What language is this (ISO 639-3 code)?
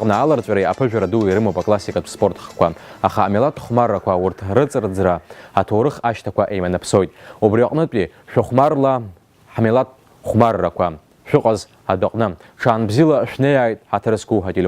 abk